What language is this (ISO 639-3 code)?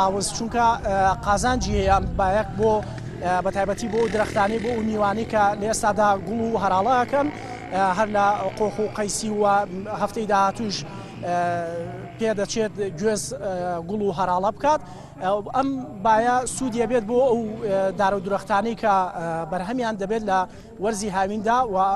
ckb